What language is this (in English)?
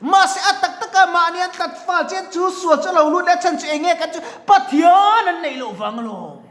Mizo